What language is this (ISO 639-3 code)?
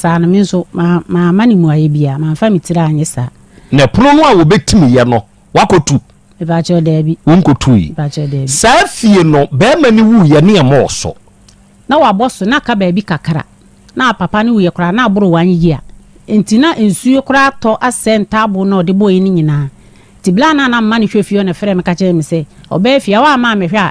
aka